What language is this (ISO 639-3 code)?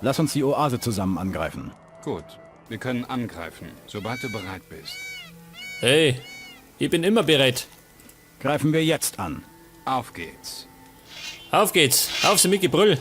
bar